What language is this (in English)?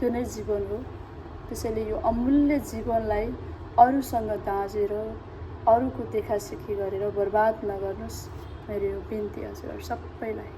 Nepali